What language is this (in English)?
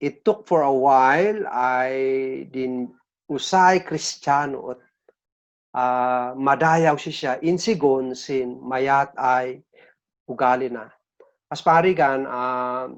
Kankanaey